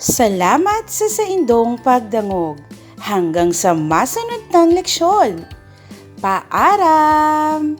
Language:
Bikol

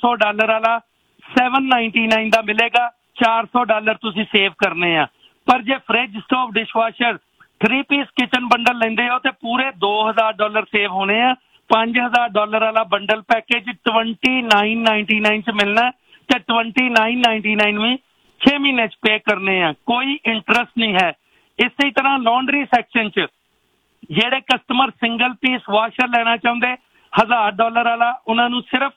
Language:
Punjabi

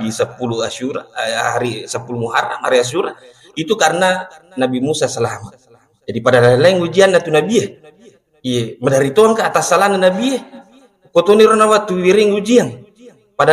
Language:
Buginese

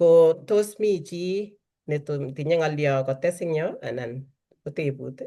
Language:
Kalenjin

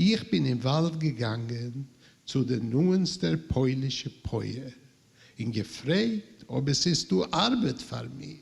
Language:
Yiddish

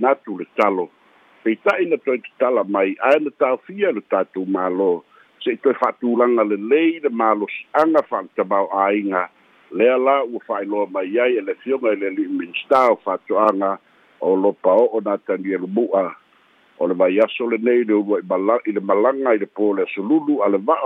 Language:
Samoan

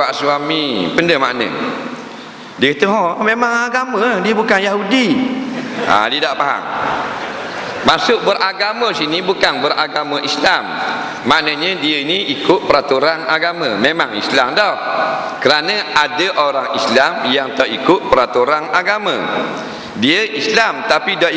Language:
Malay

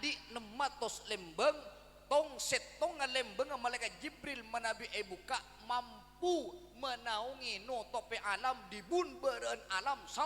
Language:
Madurese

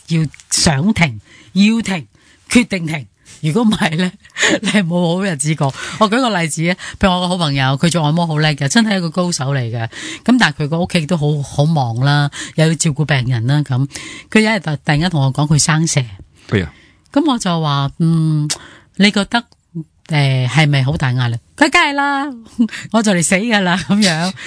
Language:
Cantonese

